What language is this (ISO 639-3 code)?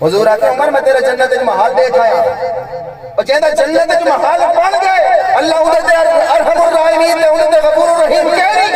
skr